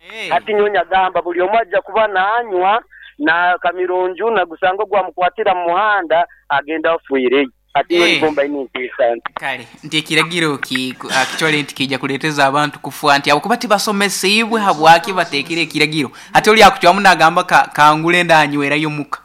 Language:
Nyankole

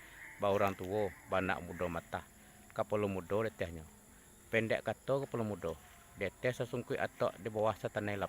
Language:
Minangkabau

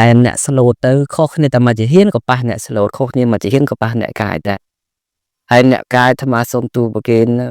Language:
Khmer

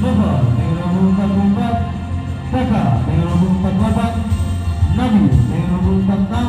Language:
Ambonese Malay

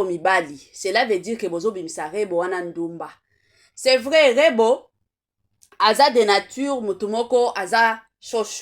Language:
Lingala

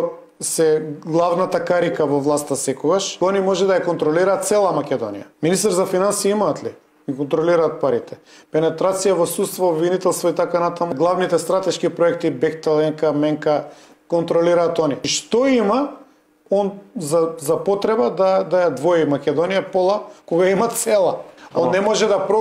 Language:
Macedonian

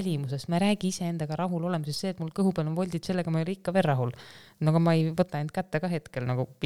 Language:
Estonian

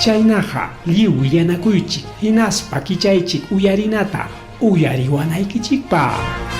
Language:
Ayacucho Quechua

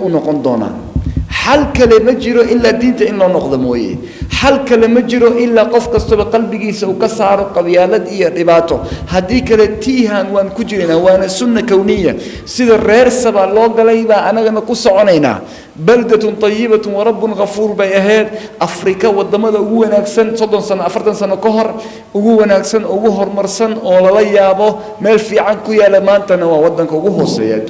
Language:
Somali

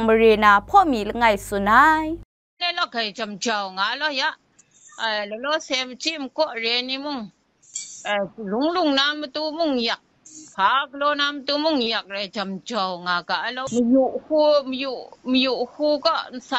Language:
Kachin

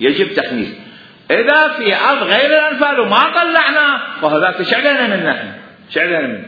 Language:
Mesopotamian Arabic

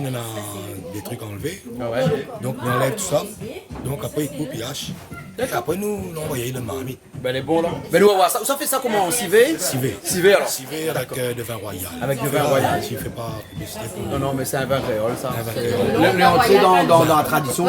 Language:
Réunion Creole French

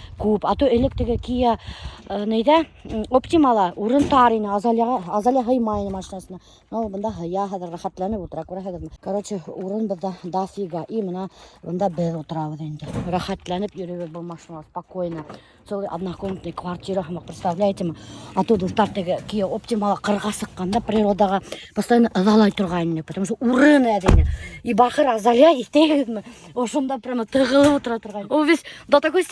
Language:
Bashkir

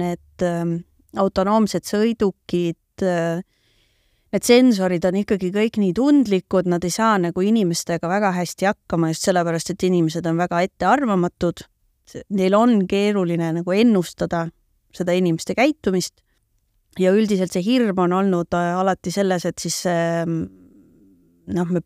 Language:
Estonian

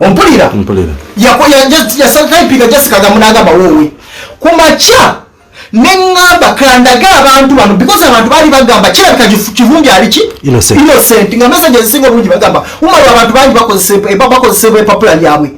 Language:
Ganda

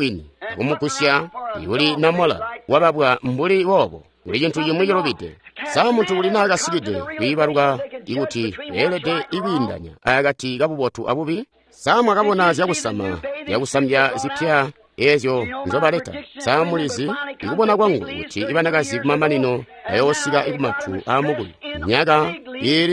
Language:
Tonga (Zambia)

